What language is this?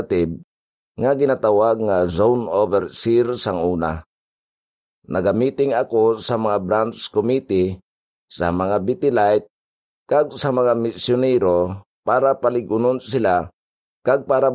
Hiligaynon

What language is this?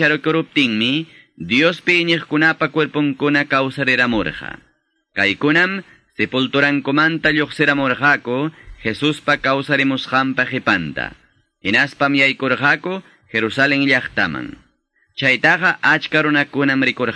Quechua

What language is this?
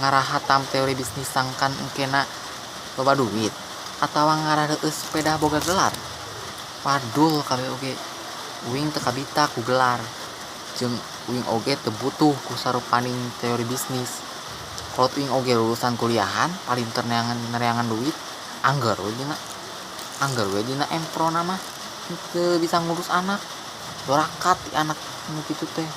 Sundanese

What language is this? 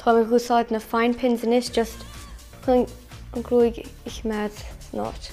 Irish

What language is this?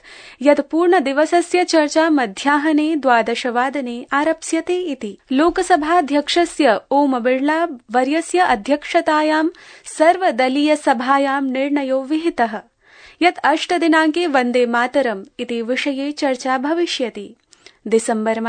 Sanskrit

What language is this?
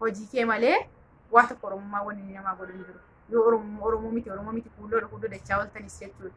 Oromo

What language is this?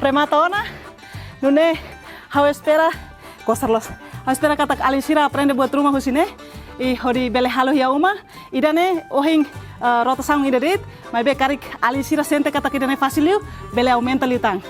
Tetum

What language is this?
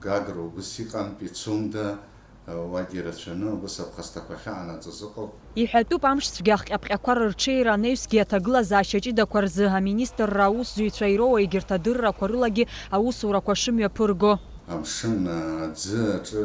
Abkhazian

